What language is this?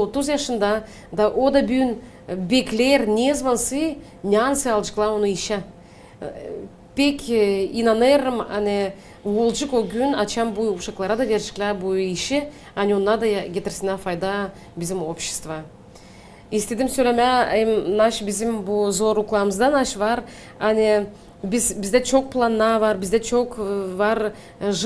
Gagauz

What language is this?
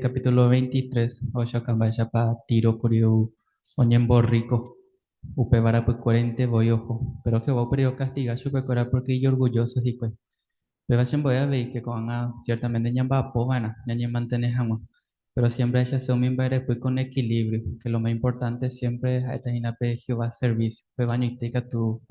Guarani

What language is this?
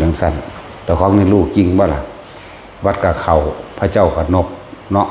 Northeastern Thai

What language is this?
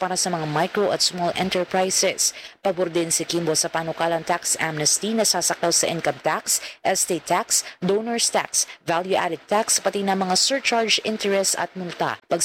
Filipino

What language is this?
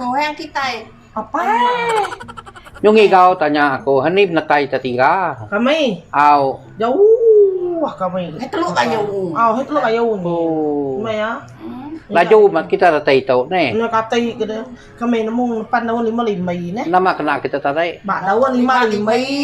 Iban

